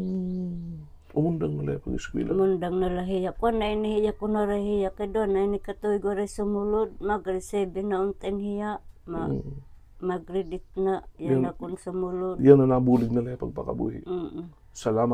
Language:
Waray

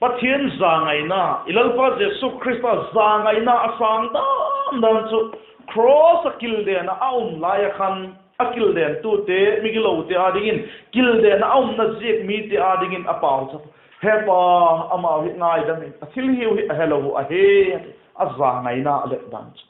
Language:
Vaiphei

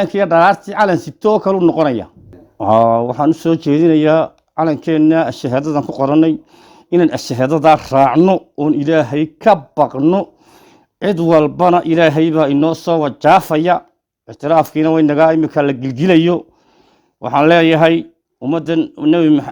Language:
Somali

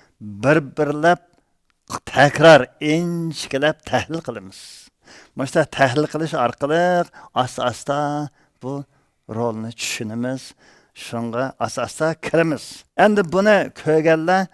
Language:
Uyghur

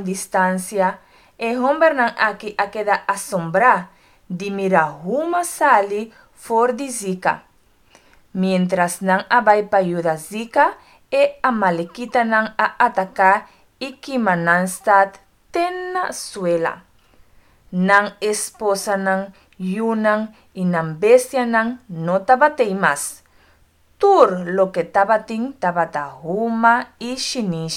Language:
Papiamento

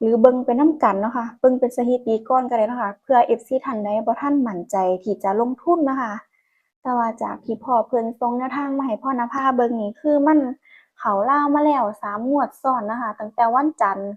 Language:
Northeastern Thai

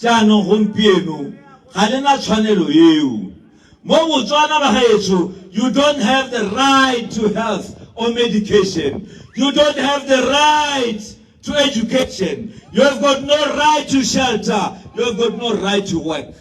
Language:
Tswana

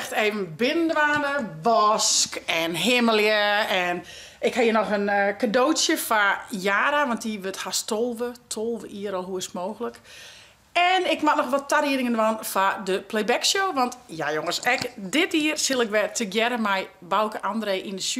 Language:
Western Frisian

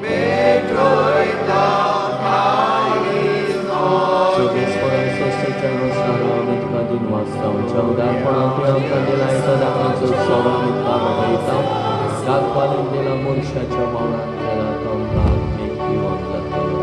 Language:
Konkani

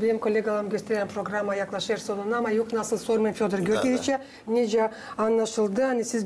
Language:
Gagauz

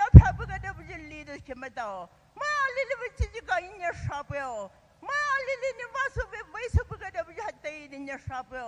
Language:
Poumei Naga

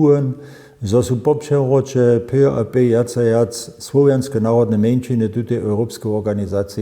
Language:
Upper Sorbian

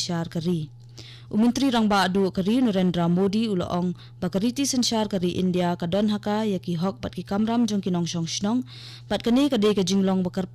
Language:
Khasi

